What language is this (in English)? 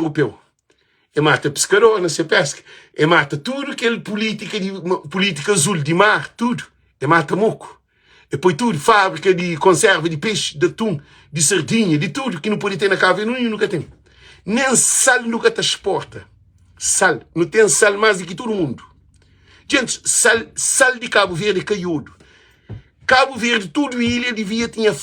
Kabuverdianu